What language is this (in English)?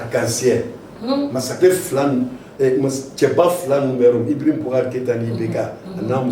Bambara